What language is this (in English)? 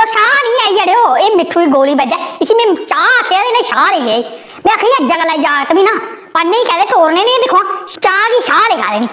Dogri